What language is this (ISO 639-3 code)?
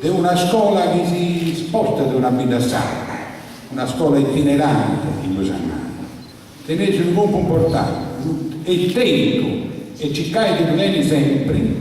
srd